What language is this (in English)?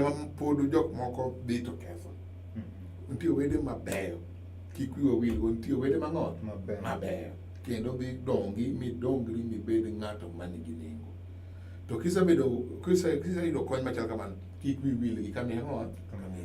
Luo (Kenya and Tanzania)